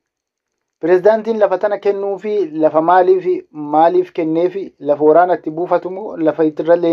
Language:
Oromo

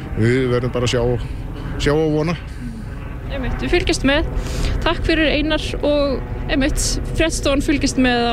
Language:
Icelandic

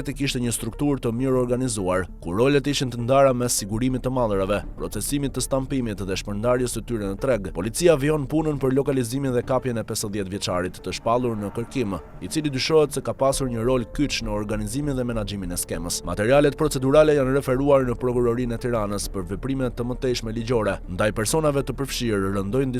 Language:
Albanian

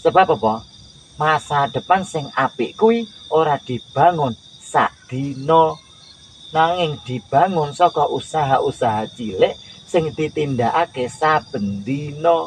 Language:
Javanese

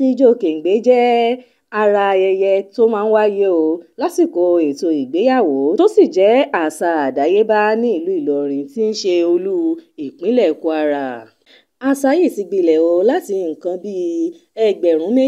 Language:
Yoruba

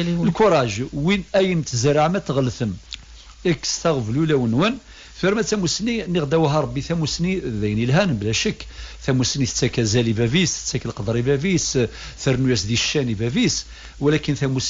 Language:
Kabyle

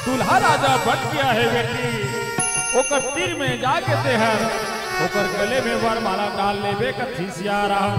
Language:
Chhattisgarhi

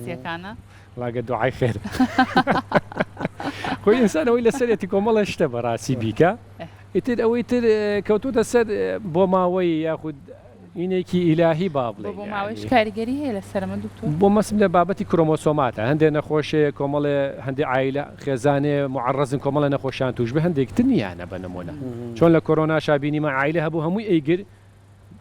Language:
Central Kurdish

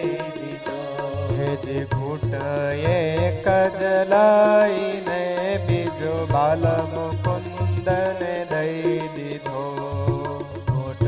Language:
Gujarati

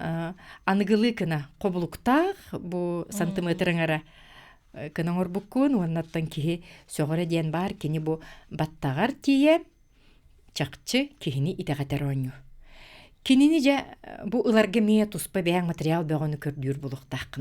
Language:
Yakut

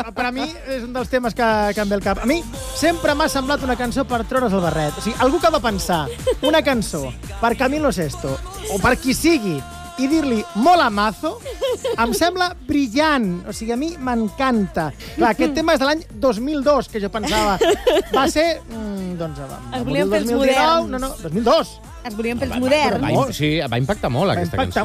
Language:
Catalan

